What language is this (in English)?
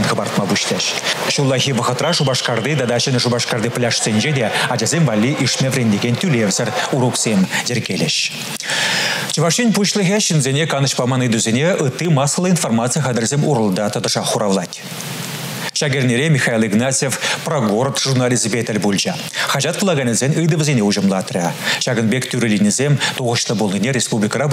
Chuvash